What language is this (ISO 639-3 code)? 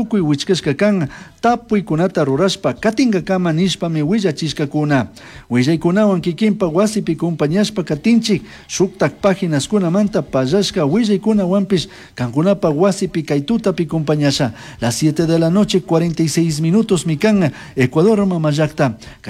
qug